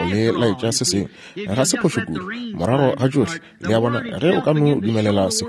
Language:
Northern Sotho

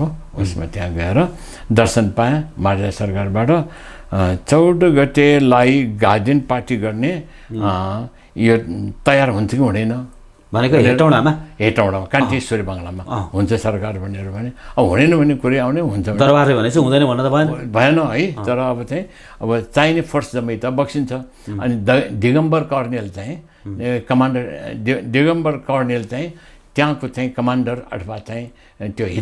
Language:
Nepali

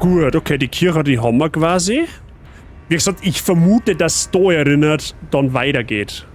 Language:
Bavarian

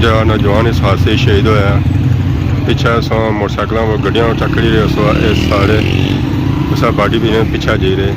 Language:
Pahari-Potwari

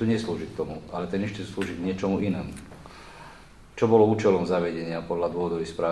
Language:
Slovak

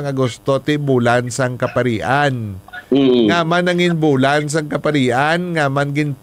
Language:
Hiligaynon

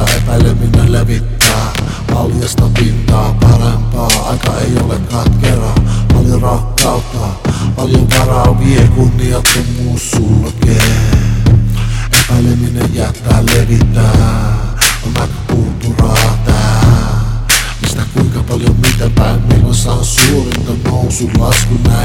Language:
Finnish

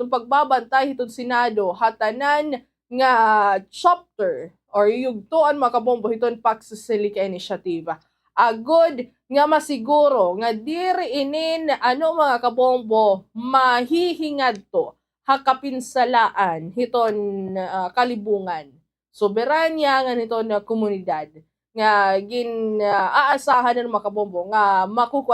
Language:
Waray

